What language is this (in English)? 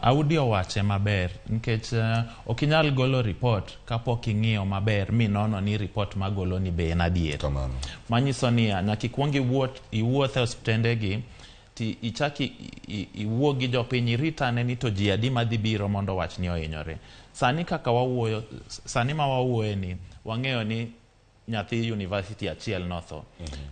Luo (Kenya and Tanzania)